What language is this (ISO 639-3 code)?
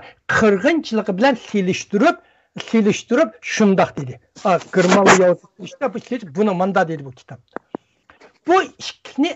uig